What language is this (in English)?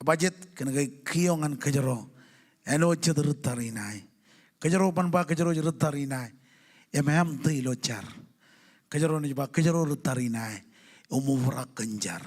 Marshallese